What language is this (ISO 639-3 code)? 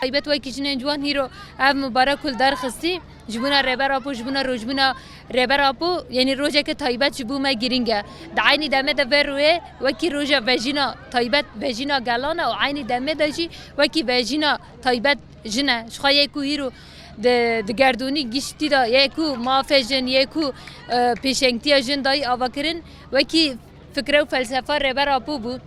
kur